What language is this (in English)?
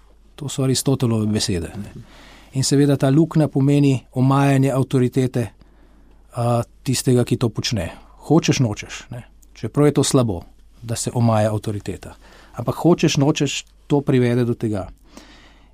Slovenian